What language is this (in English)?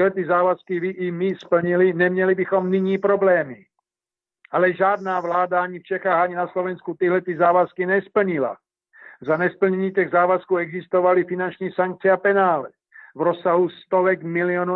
Czech